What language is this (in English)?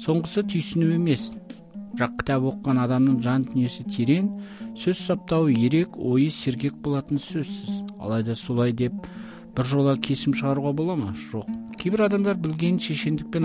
Kazakh